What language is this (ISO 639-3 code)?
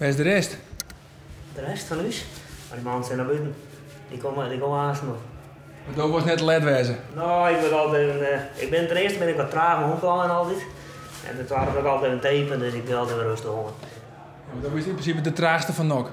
fry